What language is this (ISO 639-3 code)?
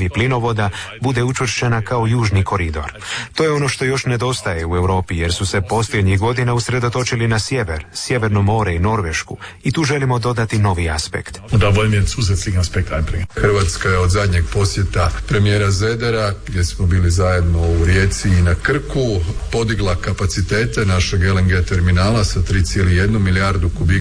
hrv